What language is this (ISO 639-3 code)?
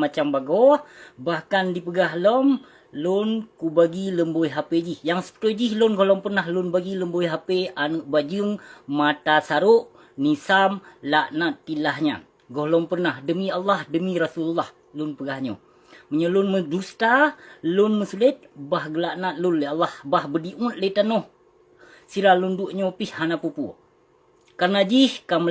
ace